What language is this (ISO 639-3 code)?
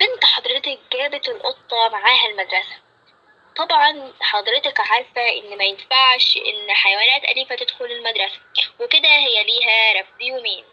arz